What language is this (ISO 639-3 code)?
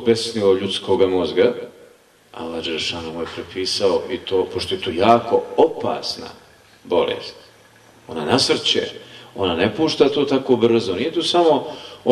bos